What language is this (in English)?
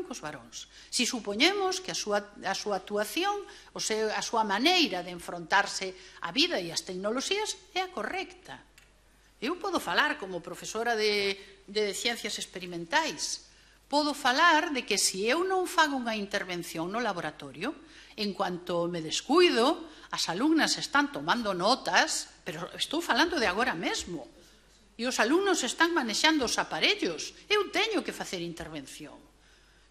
Galician